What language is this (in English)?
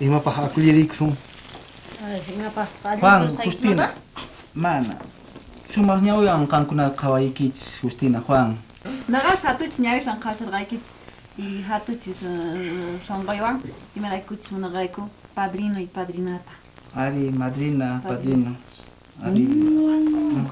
South Bolivian Quechua